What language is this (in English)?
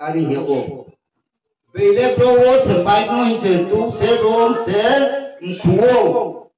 Riang (India)